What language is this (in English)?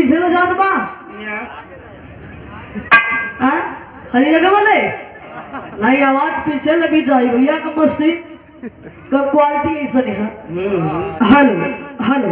Bhojpuri